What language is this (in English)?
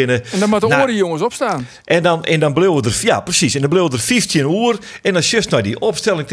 Western Frisian